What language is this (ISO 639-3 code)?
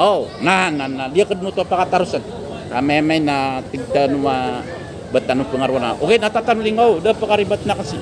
mrw